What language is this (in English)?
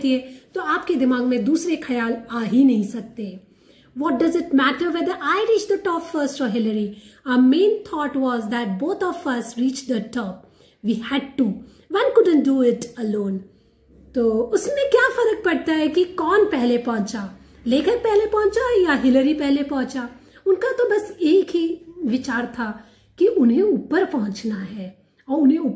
Hindi